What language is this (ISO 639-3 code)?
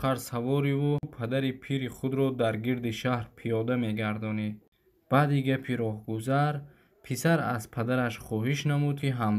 tgk